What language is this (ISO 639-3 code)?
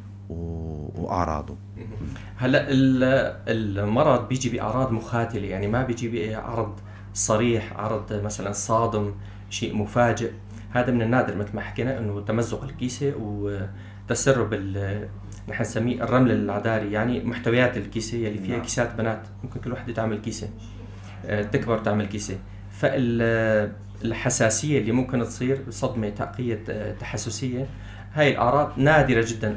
apc